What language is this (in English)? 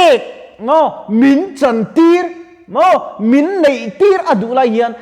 Mizo